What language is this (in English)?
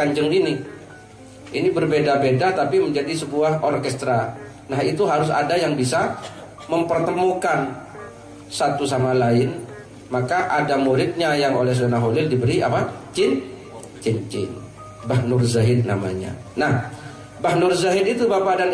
Indonesian